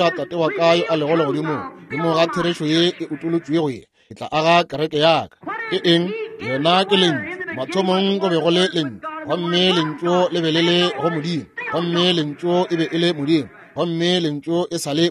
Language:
Northern Sotho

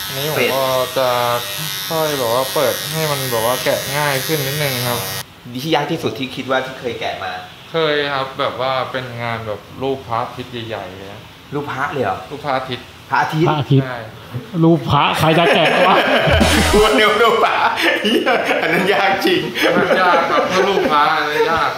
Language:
Thai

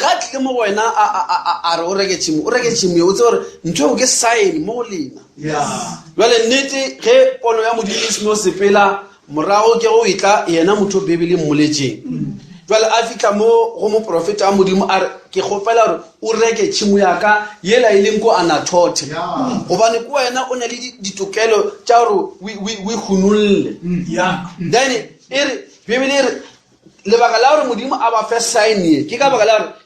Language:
Northern Sotho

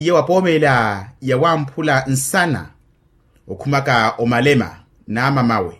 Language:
Makhuwa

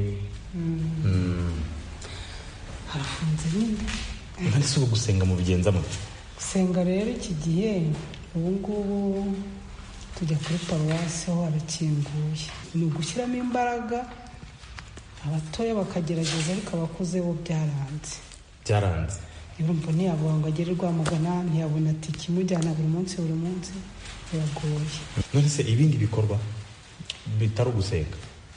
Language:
Kinyarwanda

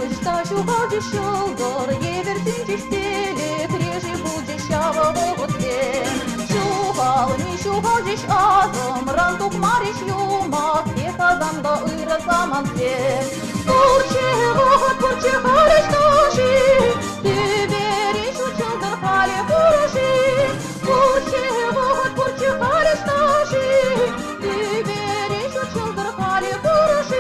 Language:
Chuvash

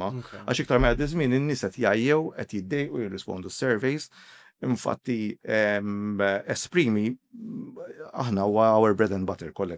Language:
Maltese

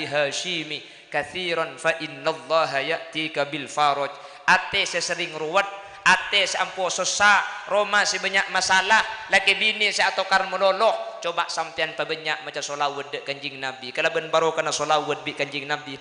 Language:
Madurese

